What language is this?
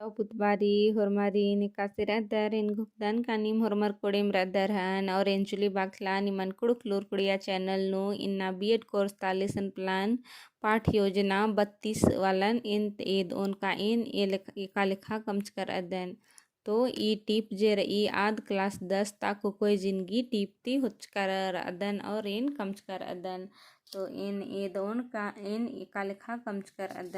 Kurukh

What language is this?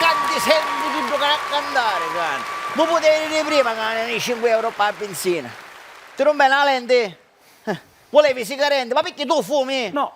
Sicilian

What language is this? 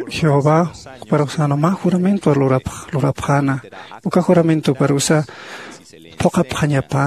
Aymara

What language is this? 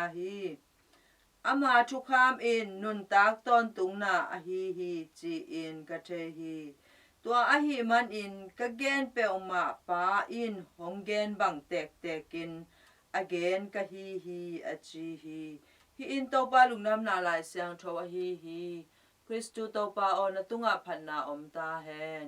Tedim Chin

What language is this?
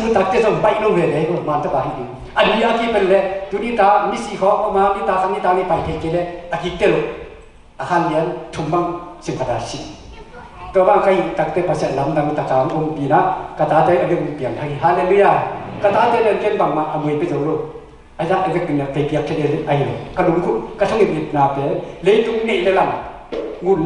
Tedim Chin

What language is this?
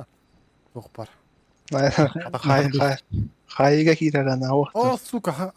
Yakut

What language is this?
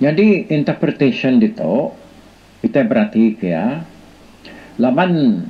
Iban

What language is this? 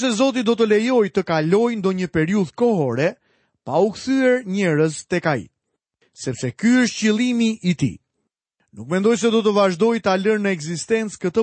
Albanian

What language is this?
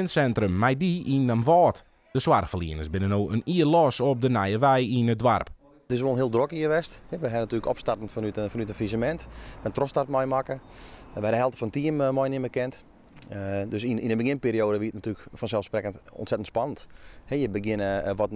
Western Frisian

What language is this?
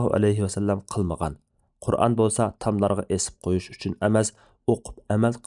Uyghur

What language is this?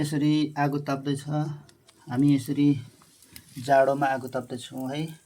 Nepali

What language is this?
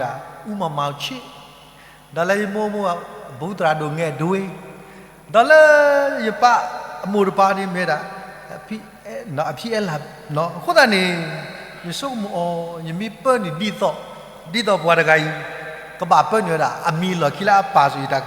S'gaw Karen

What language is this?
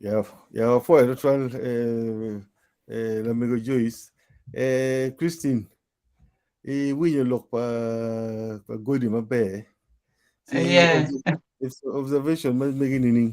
Acoli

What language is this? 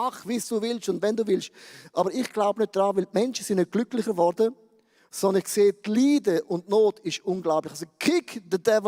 Swiss German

